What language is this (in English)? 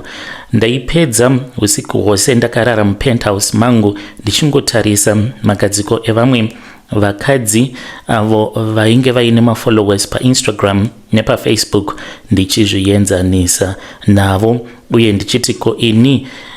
Shona